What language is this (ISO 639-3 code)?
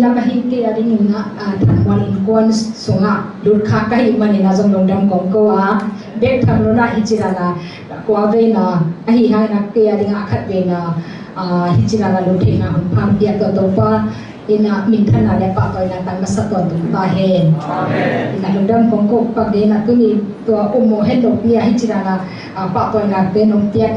ctd